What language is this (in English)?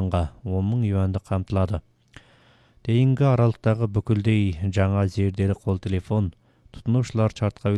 Kazakh